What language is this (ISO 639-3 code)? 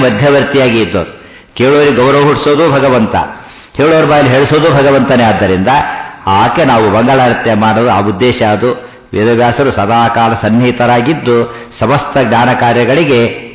kan